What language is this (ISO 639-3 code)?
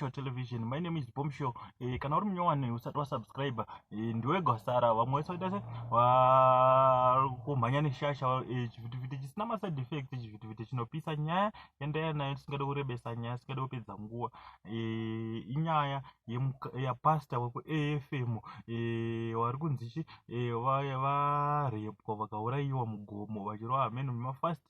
sna